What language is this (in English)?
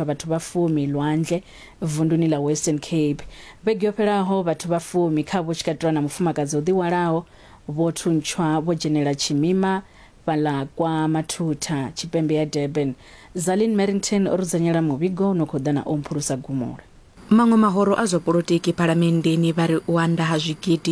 Venda